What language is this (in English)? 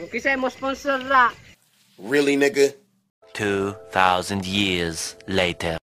Cebuano